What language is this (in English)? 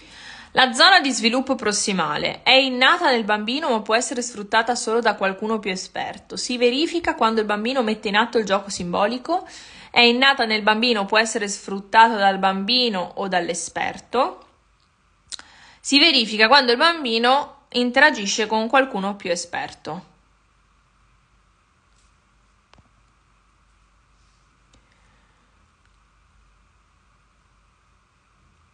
Italian